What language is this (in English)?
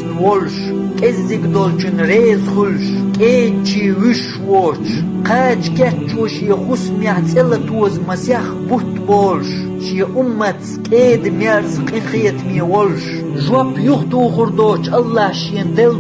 Chechen